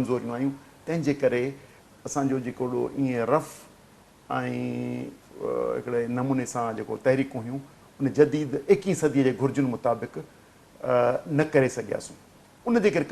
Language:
Sindhi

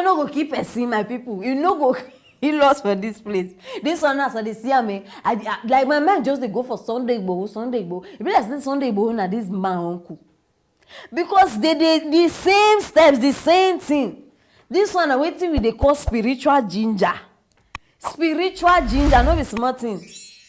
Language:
Nigerian Pidgin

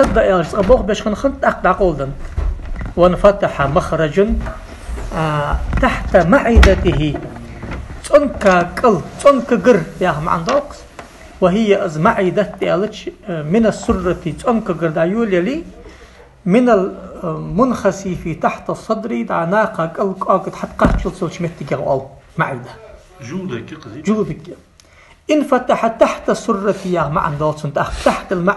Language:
Ingush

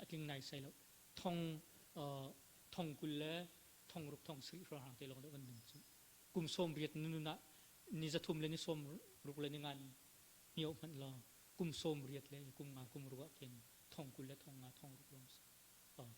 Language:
Hakha Chin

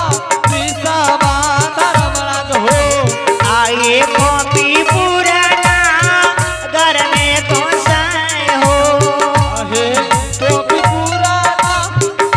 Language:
Angika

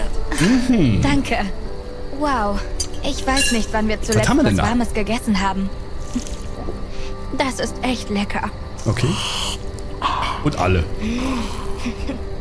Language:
German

